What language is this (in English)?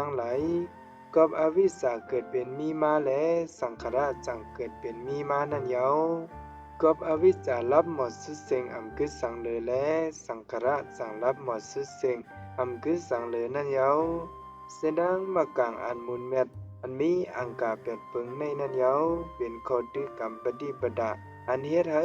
Shan